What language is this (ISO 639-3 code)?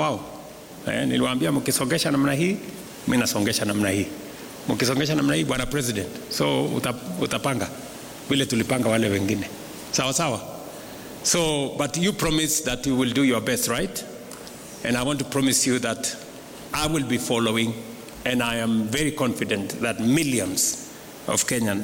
swa